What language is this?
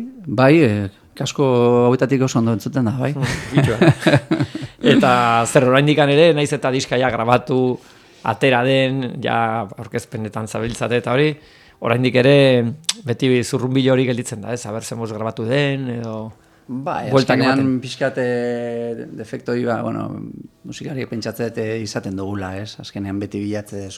Basque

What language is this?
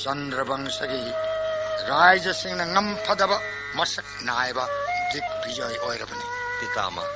Manipuri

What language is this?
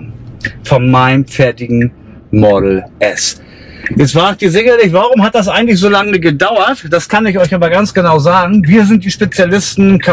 German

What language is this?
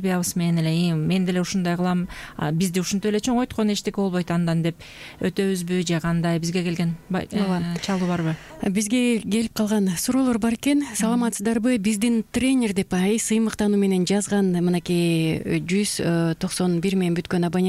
Kyrgyz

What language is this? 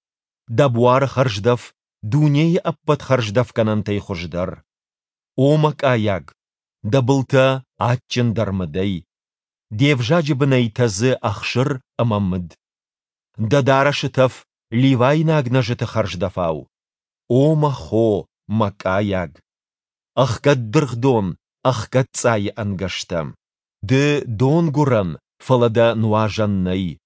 Ossetic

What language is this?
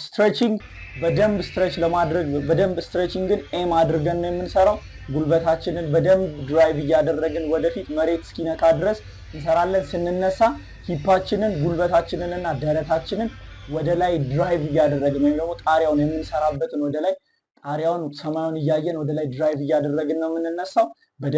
Amharic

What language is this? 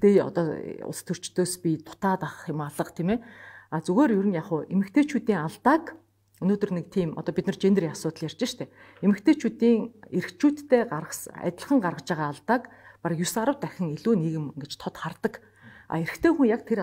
Mongolian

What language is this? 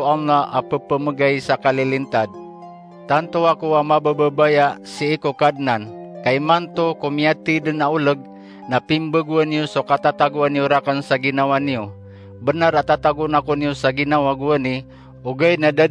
Maranao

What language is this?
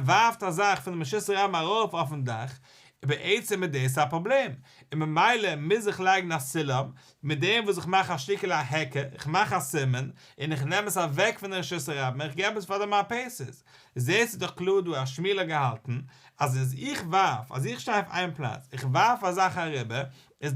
Yiddish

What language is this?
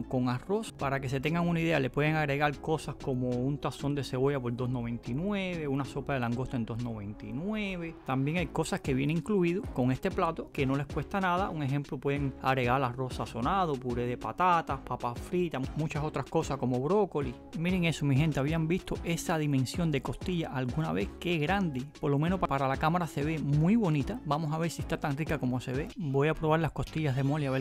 Spanish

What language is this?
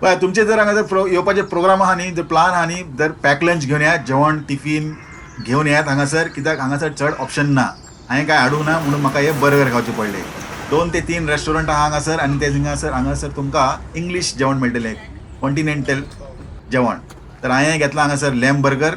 Konkani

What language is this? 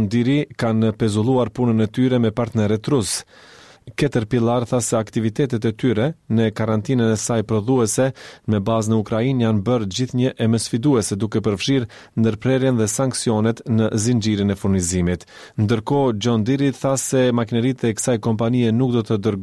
Albanian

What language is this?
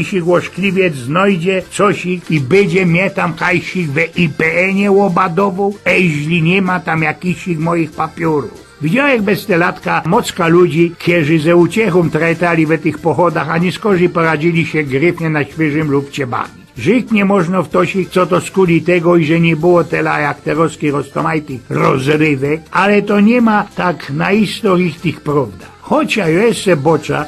Silesian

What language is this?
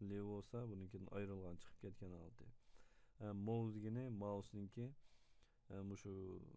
Uyghur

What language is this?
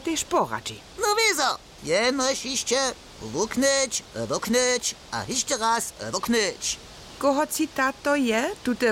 Upper Sorbian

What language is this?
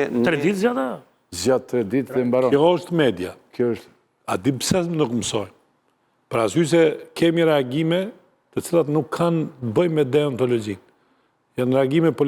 Albanian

